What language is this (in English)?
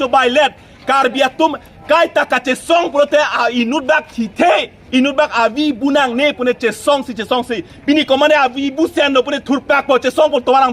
Karbi